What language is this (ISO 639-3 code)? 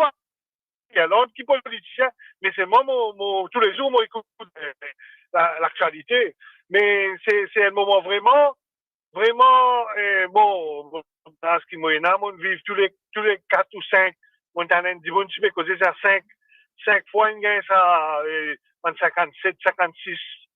mfe